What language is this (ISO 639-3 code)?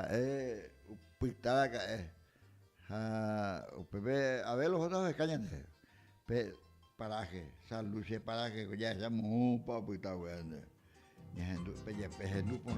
grn